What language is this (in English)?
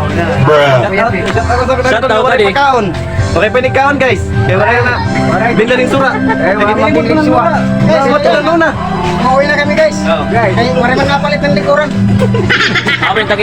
Cebuano